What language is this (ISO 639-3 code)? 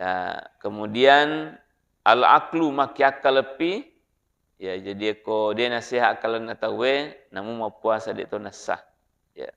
bug